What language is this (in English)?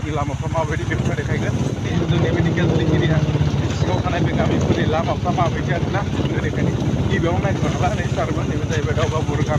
Bodo